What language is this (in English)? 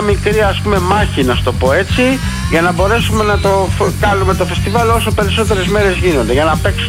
Greek